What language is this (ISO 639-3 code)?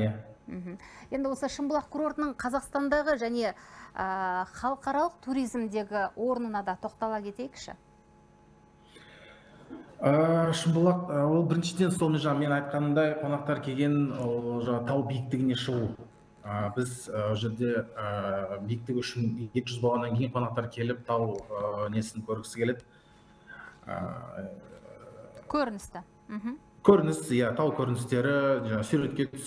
kaz